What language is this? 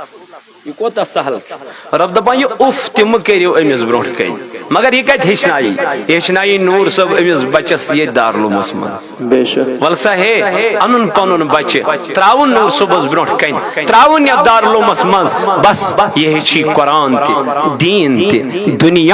Kashmiri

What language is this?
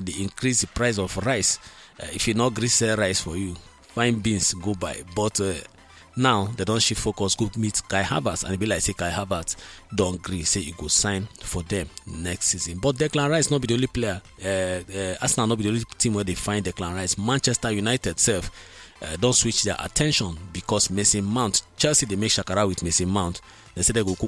Nigerian Pidgin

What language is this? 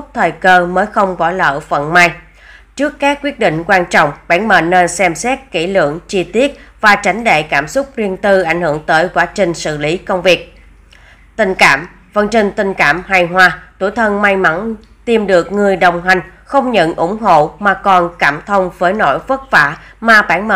Vietnamese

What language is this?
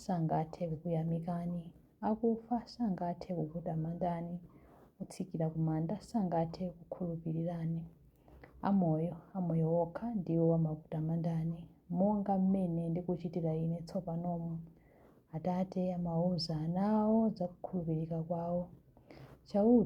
Nyanja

